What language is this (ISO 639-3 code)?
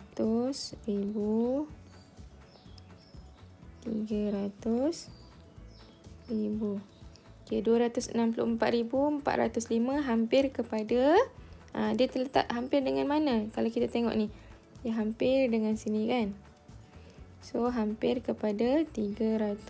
msa